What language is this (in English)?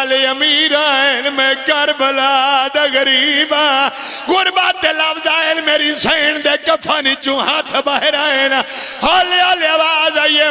Pahari-Potwari